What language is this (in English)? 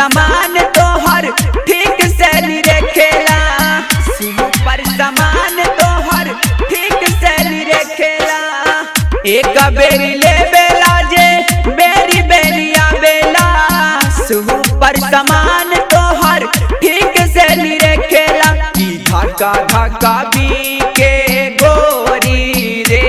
Bhojpuri